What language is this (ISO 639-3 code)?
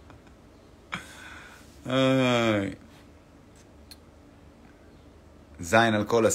heb